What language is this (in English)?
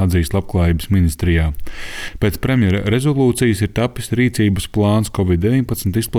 Latvian